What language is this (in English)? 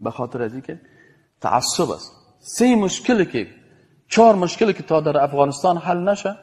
Persian